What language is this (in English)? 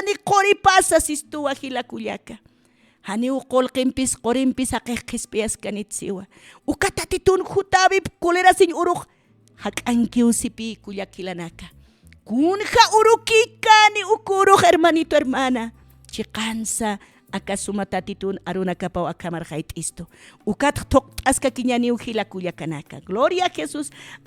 Aymara